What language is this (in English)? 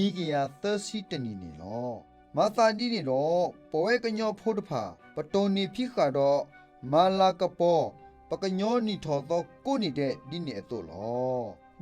S'gaw Karen